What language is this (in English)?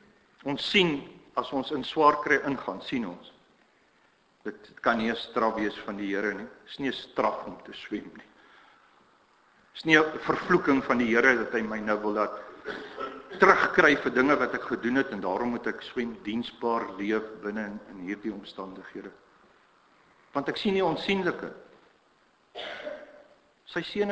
Afrikaans